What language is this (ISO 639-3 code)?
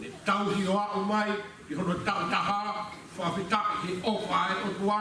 ton